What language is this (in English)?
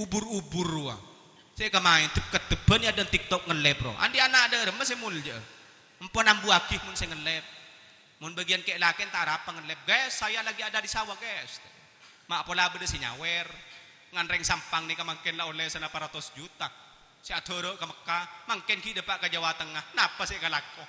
Madurese